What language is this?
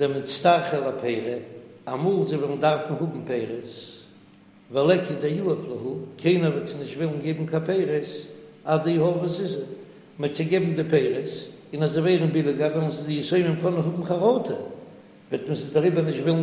Yiddish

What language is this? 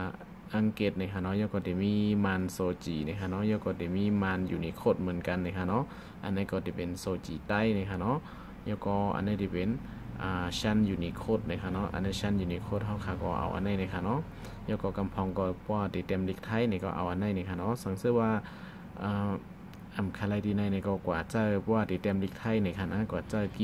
Shan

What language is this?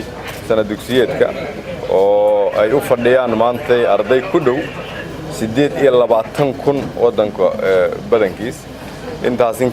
Somali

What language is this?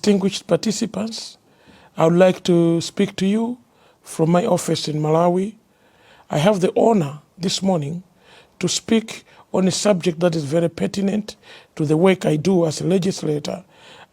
English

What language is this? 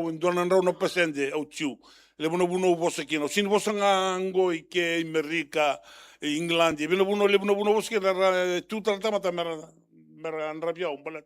Fijian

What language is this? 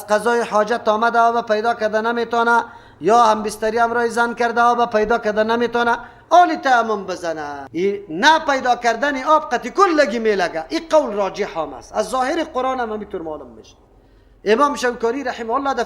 Persian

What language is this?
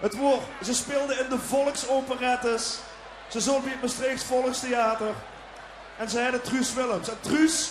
Limburgish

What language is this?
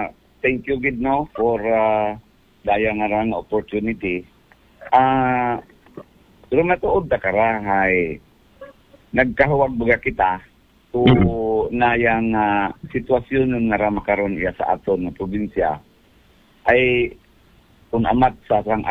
Aklanon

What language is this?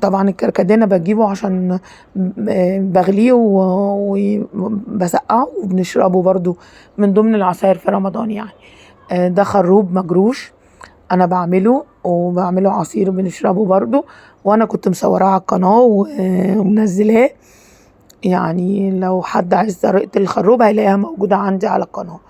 Egyptian Arabic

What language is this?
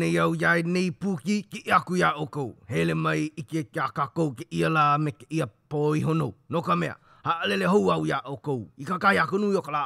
Hawaiian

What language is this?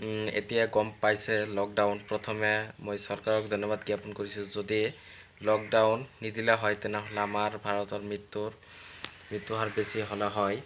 Assamese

